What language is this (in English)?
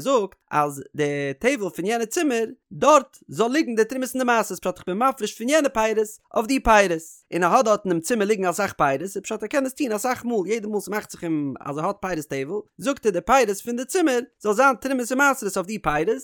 Yiddish